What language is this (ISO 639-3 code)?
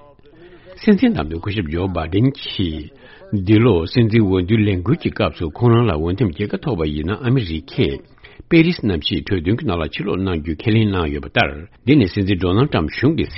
bod